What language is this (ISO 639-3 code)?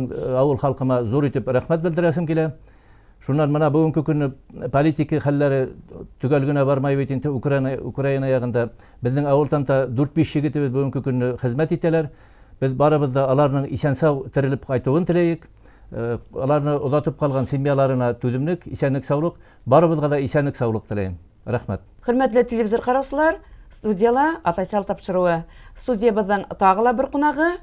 bak